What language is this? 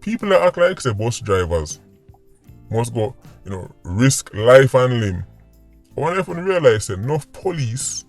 Jamaican Creole English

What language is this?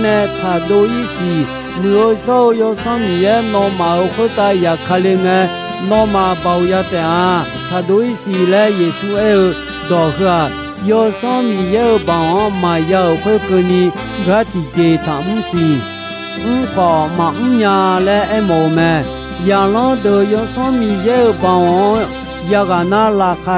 Akha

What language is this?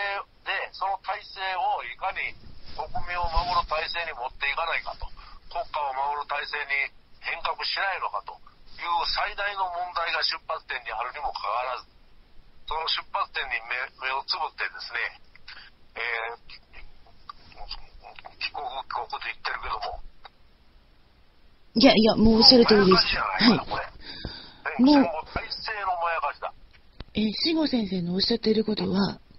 Japanese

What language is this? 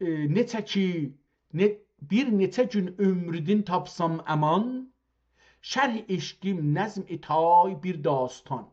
South Azerbaijani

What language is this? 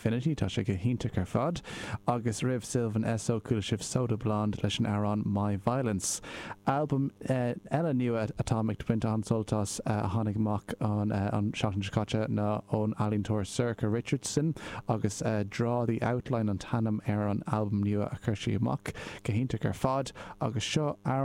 Irish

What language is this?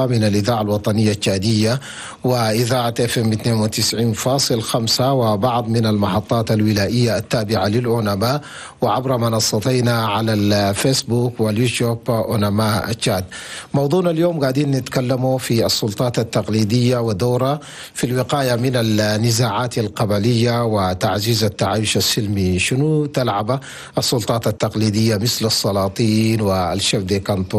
Chadian Arabic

